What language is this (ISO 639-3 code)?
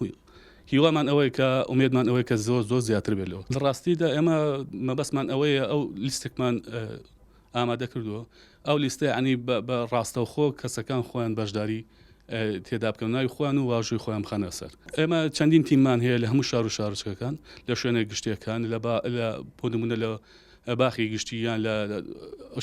ckb